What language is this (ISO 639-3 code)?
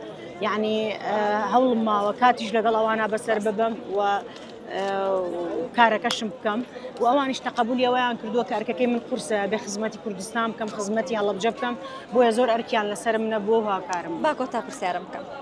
ckb